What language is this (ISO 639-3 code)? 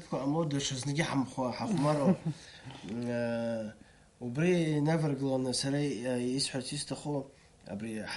abk